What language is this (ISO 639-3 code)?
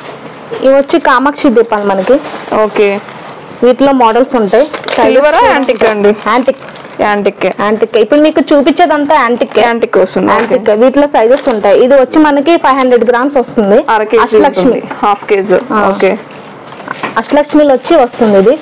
tel